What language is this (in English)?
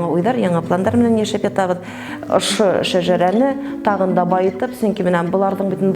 Bashkir